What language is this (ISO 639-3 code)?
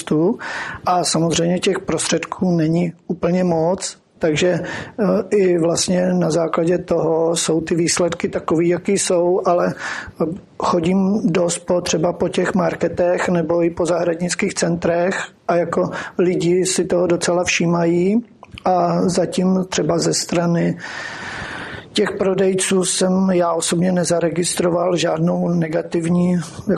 ces